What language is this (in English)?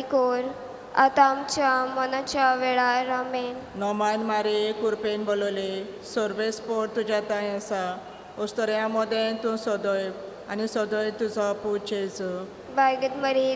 Konkani